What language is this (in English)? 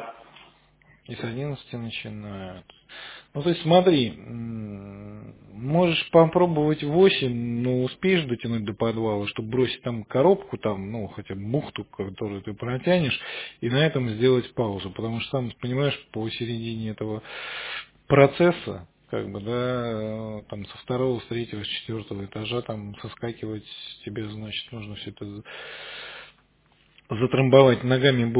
Russian